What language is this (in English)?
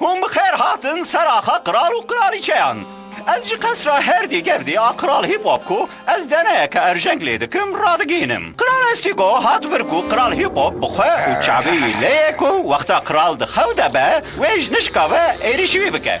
Kurdish